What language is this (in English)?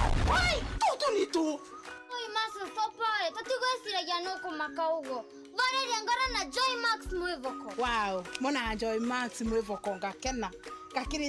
Meru